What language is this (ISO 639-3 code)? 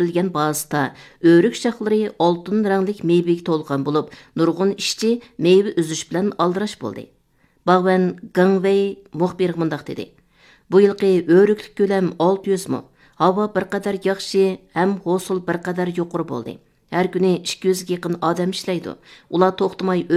uig